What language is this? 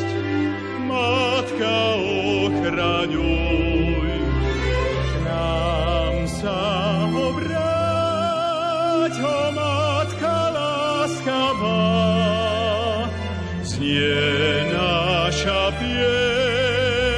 Slovak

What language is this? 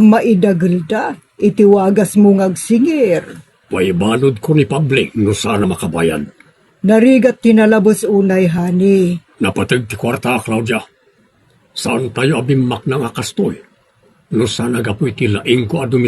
Iloko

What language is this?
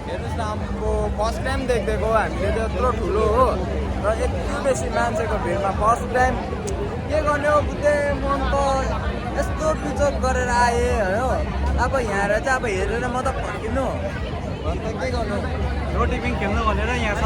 Nepali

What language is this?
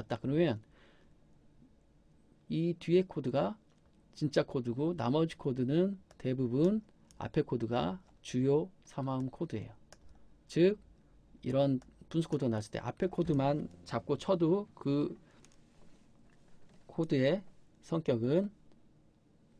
Korean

